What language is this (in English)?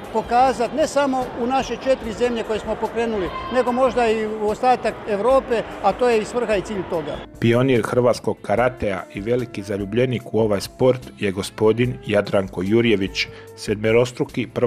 Croatian